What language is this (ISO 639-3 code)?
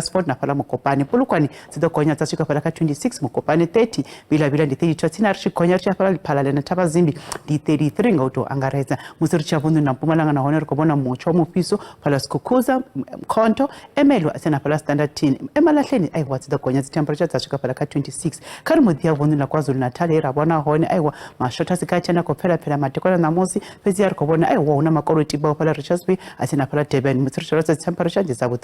ven